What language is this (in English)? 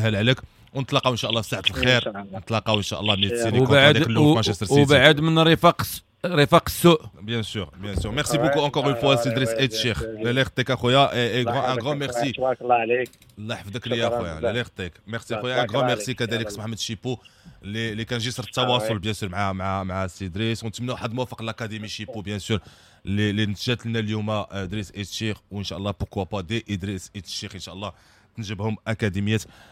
Moroccan Arabic